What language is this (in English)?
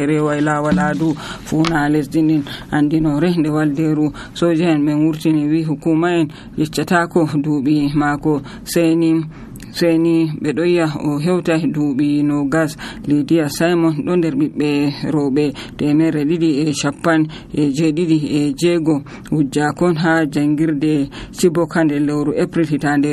Nigerian Fulfulde